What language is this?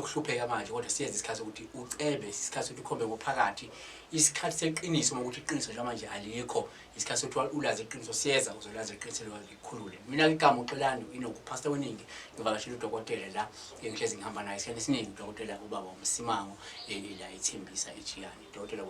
Zulu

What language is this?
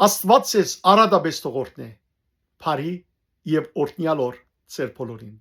Western Armenian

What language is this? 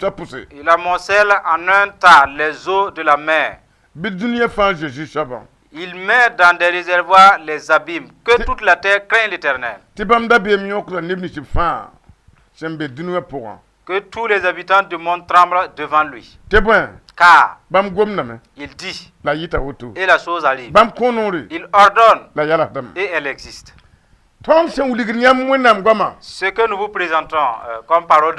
Mossi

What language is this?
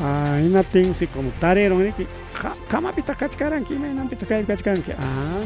Ayacucho Quechua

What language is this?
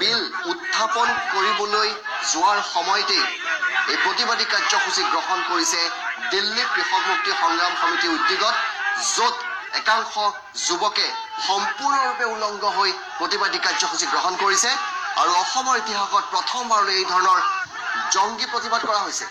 Assamese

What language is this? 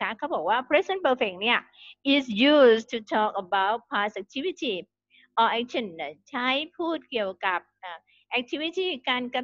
Thai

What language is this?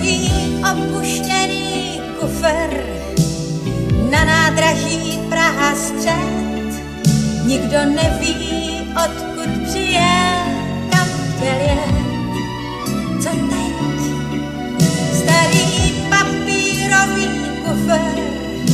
Czech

